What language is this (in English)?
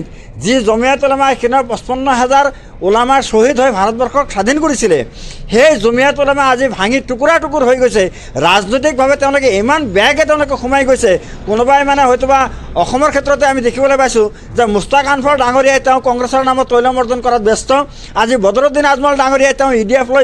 Assamese